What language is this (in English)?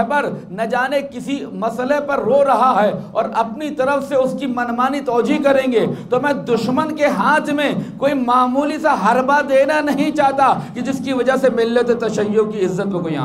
Urdu